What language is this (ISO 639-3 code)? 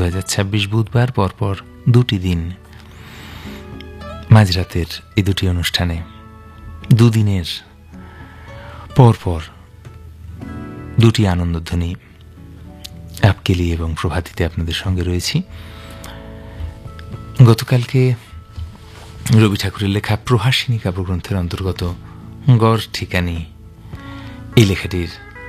ben